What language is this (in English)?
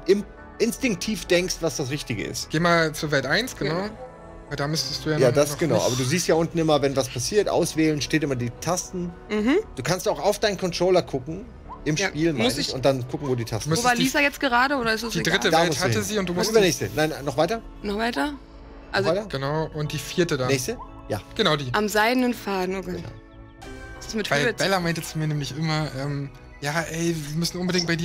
German